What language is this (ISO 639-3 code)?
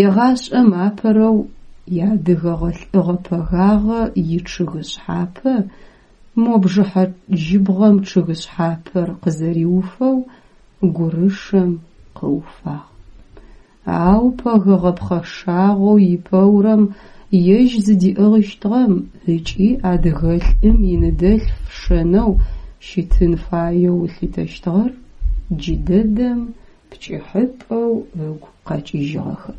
ady